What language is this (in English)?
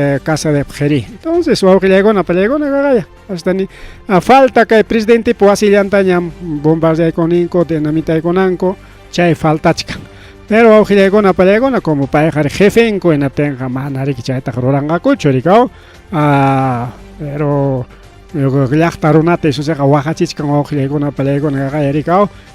Ayacucho Quechua